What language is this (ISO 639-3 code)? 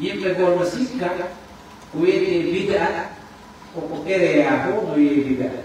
ful